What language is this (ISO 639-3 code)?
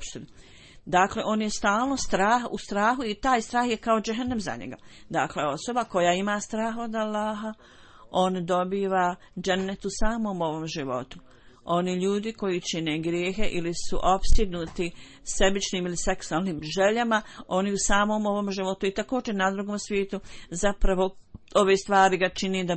bos